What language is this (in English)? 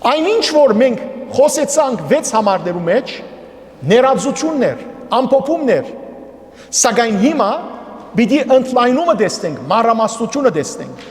Western Armenian